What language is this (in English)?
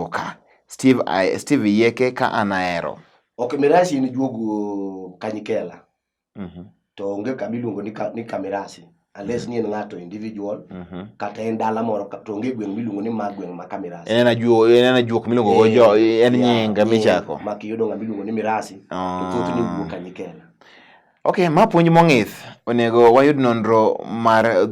Luo (Kenya and Tanzania)